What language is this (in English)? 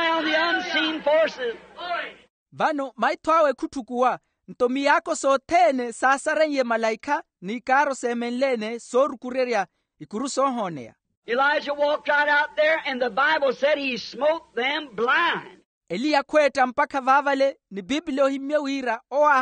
Makhuwa